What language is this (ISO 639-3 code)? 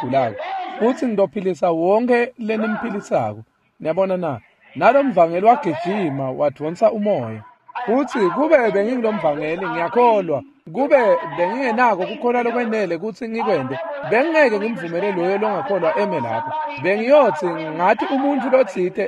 ssw